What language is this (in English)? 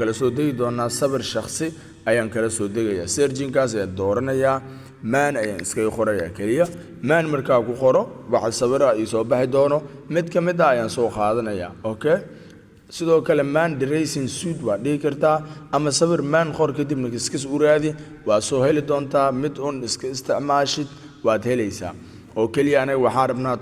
Somali